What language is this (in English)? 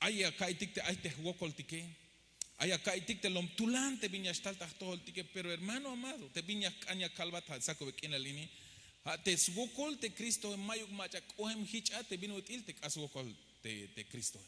Tzeltal